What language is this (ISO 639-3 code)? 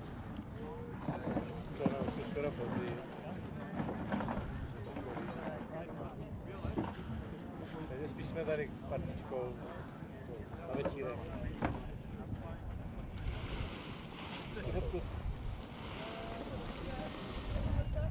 slk